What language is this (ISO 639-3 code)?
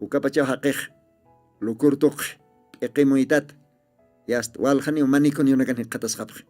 aym